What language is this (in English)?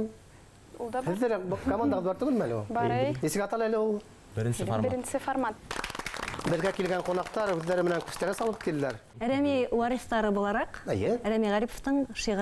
Bashkir